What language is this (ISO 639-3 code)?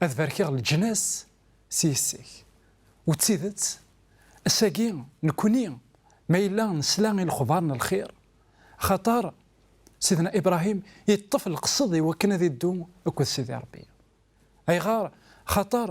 kab